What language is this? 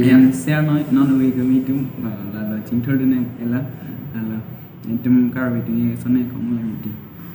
Karbi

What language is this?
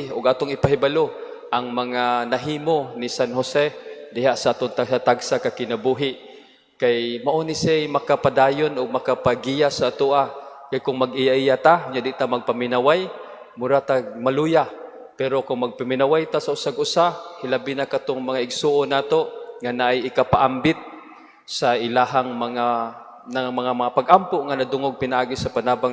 Cebuano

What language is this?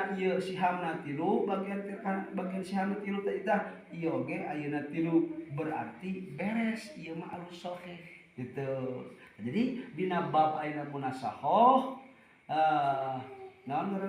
Sundanese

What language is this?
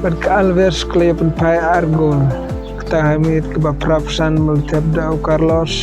Khasi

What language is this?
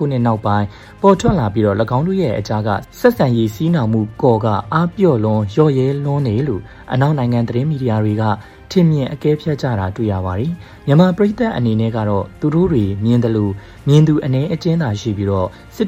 Burmese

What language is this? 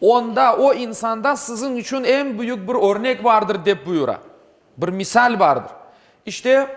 Crimean Tatar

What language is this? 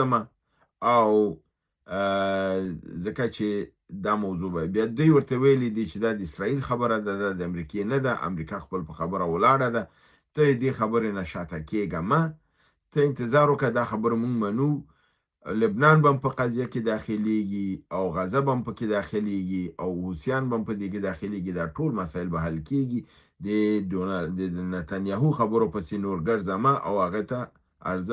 Pashto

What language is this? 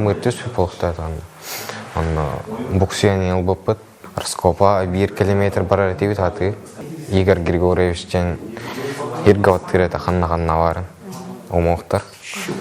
Yakut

